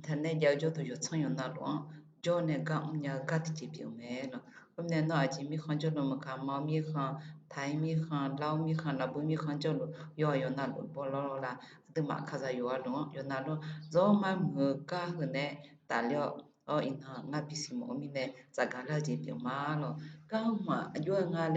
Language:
Akha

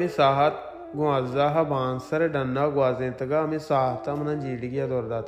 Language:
Baluchi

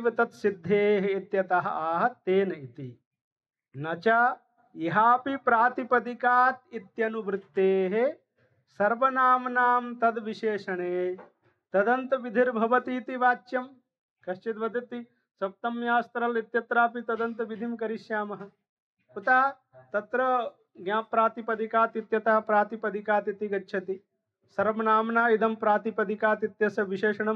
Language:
Sanskrit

